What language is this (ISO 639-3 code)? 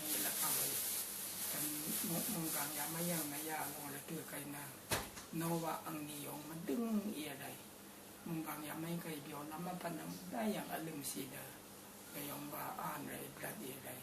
raw